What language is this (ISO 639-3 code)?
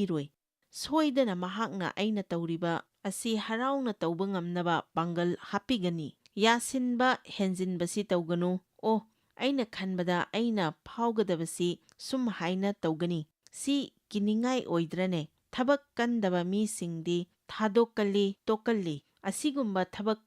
mni